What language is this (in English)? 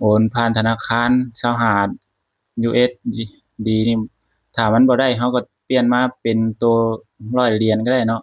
Lao